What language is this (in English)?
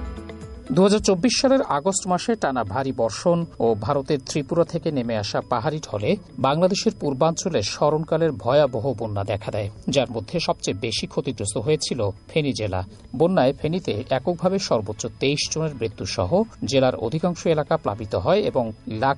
Bangla